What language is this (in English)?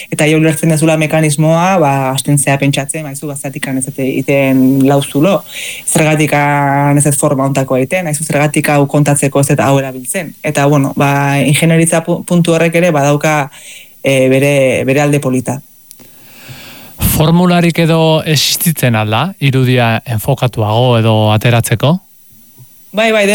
Basque